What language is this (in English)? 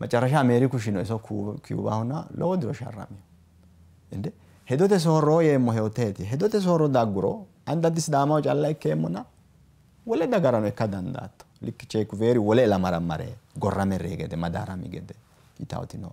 Sidamo